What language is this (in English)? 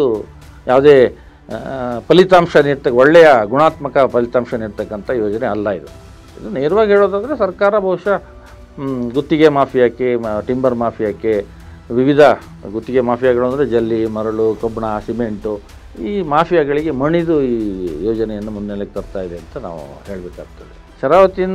Kannada